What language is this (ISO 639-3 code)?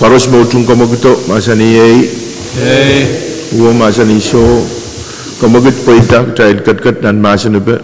pon